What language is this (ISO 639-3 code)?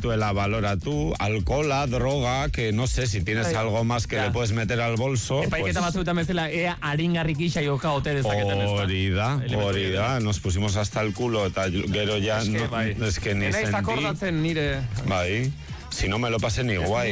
eus